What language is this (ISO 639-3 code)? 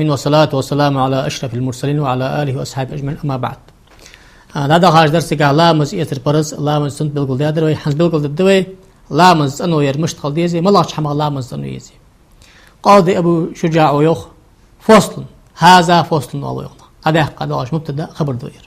inh